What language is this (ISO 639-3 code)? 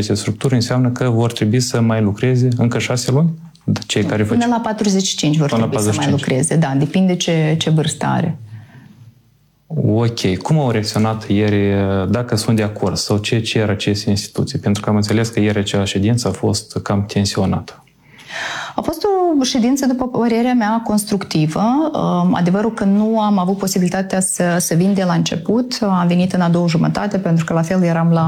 ron